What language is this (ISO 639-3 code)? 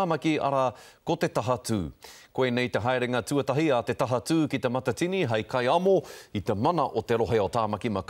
mri